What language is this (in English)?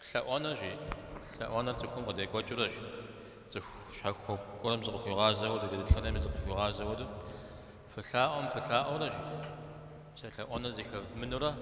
Kabardian